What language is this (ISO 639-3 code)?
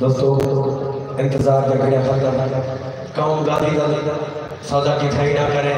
skr